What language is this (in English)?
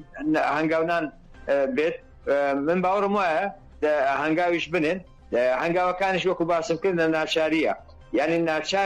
Central Kurdish